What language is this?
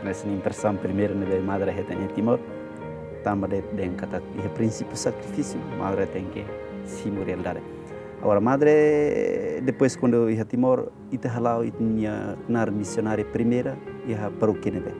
Tetum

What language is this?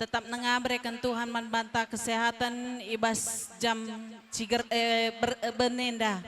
Batak Karo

